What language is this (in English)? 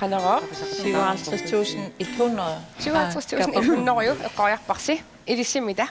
Kalaallisut